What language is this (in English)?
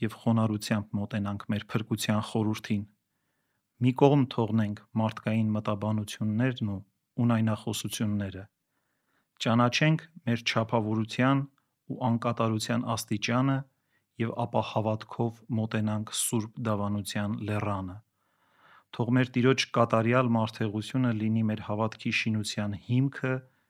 Armenian